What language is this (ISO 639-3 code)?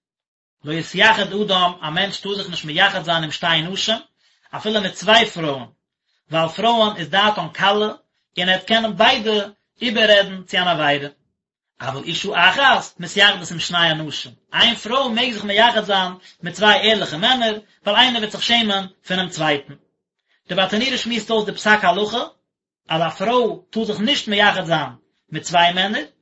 yid